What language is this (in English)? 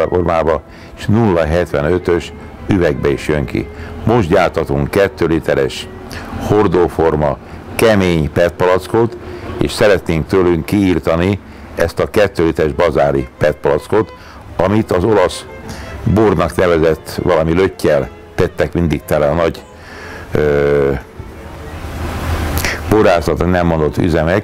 Hungarian